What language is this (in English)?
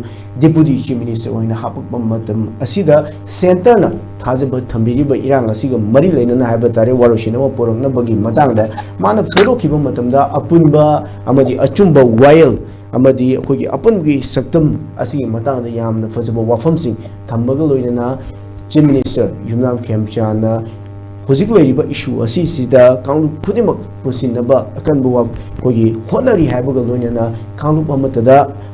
Manipuri